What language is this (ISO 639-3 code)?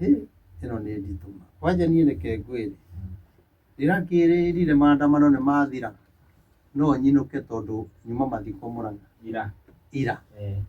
kik